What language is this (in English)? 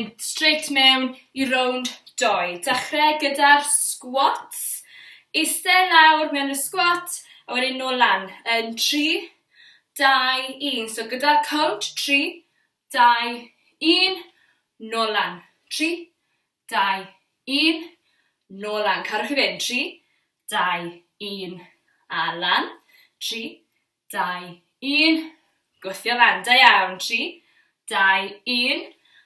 Welsh